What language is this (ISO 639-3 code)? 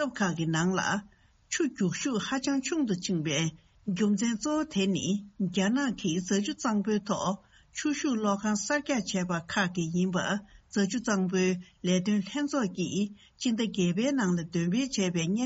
bod